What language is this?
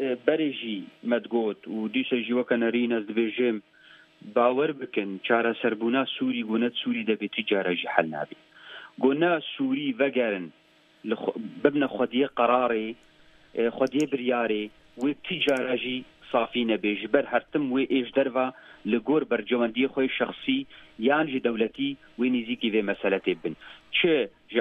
Kurdish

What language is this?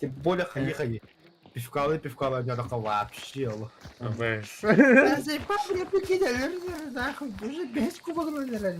Yakut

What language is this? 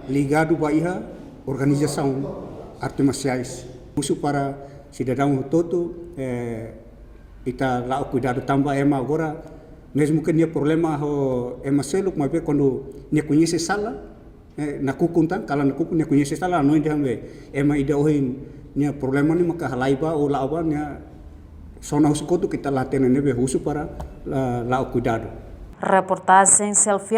Tetum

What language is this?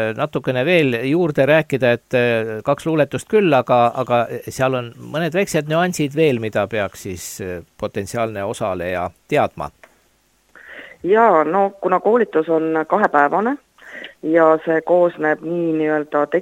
Estonian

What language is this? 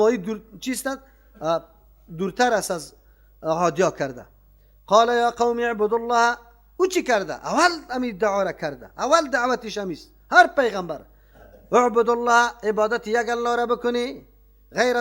Persian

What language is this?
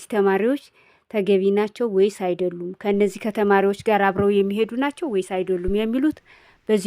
Amharic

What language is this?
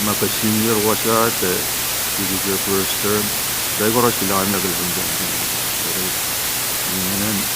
Pohnpeian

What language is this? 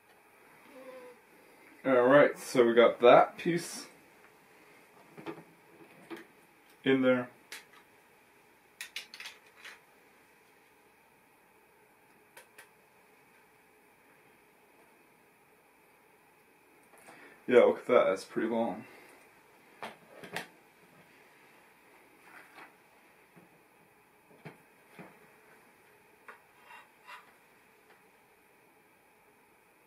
English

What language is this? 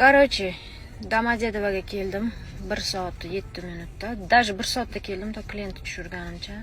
Uzbek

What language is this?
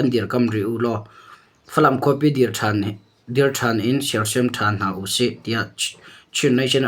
Hakha Chin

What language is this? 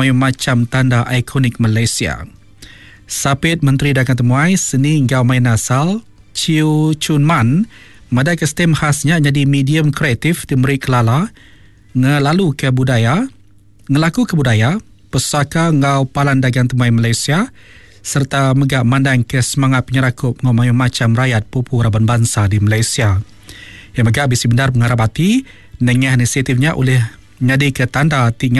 Iban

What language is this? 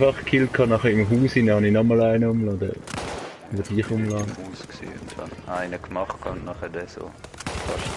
Swiss German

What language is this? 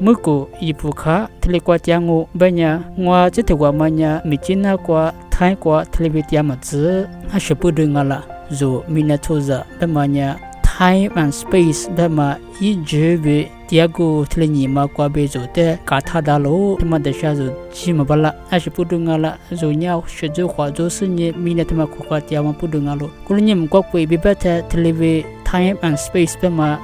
Lisu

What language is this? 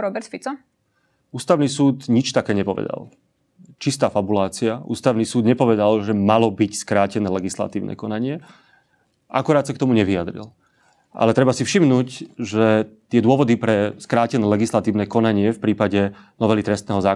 Slovak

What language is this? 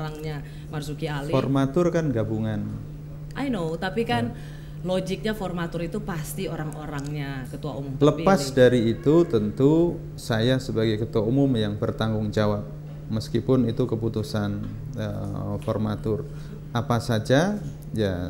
Indonesian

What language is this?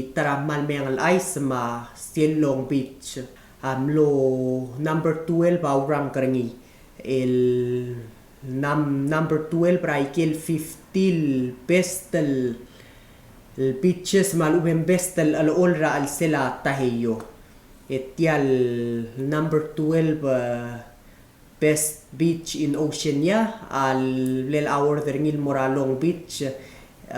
Palauan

